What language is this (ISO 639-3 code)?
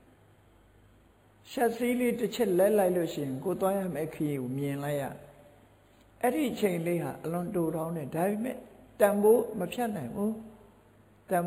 mya